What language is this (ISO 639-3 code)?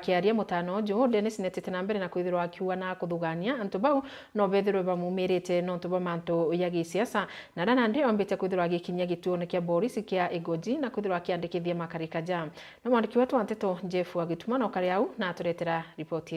mer